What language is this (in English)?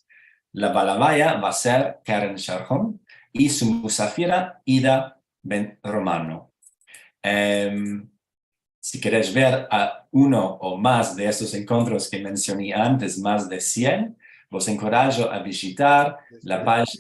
Ladino